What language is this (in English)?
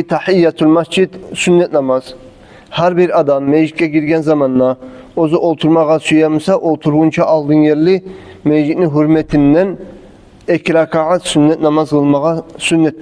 Kumyk